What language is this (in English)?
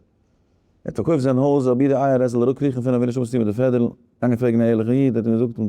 Yiddish